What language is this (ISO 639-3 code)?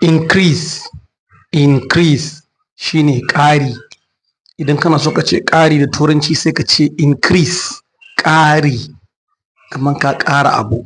hau